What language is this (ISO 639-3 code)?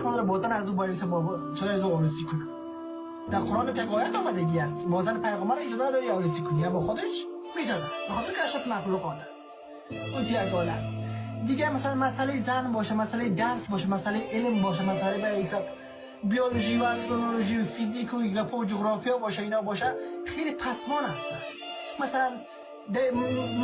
fas